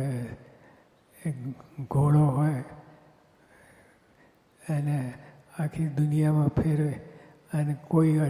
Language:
Gujarati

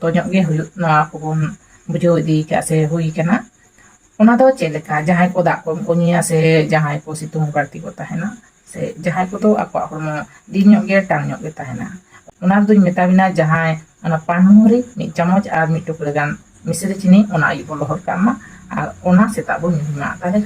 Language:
Santali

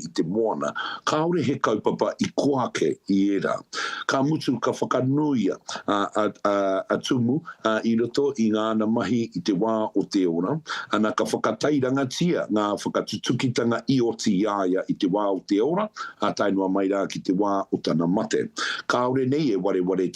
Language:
Māori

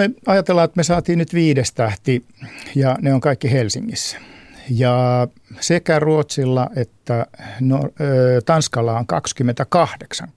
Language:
Finnish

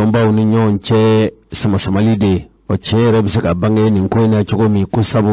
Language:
Bambara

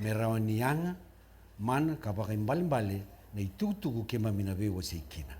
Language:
Fijian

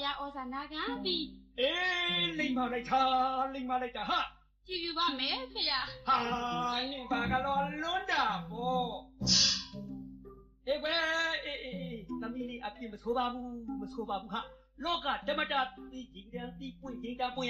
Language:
Burmese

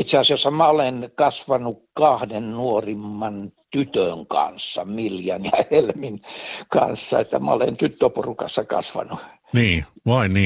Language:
Finnish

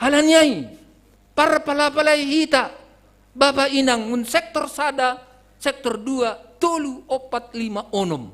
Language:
Batak Simalungun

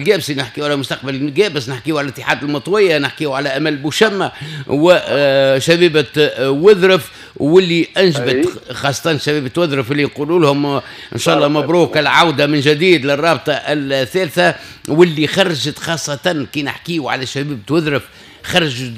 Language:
Tunisian Arabic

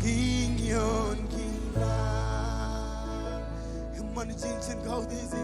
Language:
Marshallese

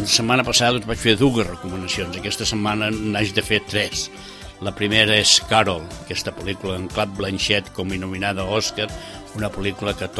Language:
Catalan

